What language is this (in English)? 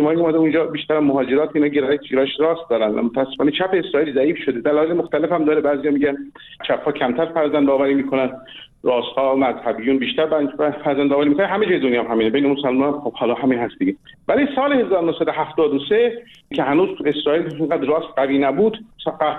Persian